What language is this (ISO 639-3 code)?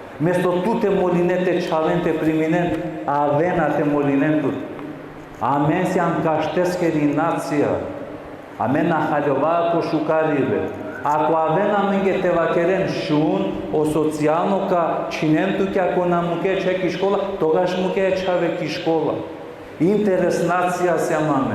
rmn